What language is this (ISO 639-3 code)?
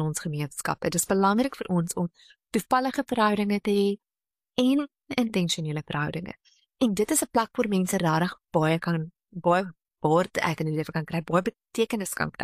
afr